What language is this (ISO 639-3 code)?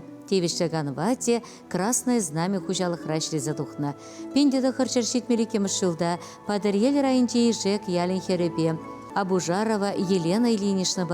chv